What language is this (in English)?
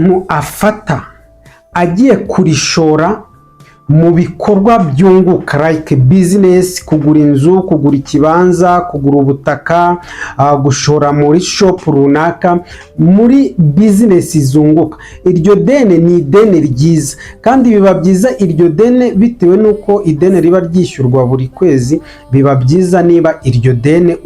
Kinyarwanda